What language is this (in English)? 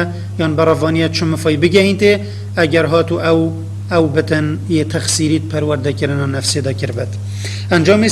Kurdish